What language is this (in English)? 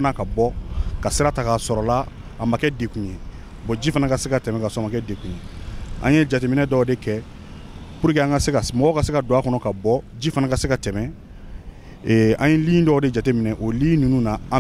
Bambara